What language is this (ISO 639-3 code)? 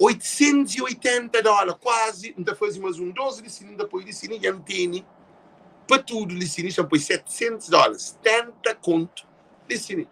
kea